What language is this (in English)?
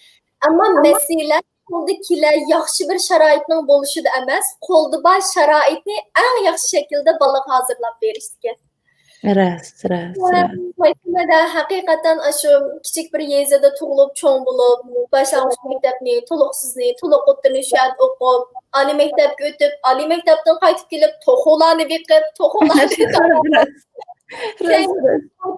Uyghur